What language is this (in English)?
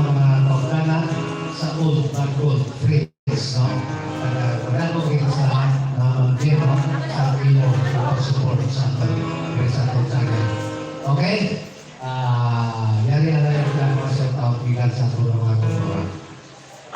Hiligaynon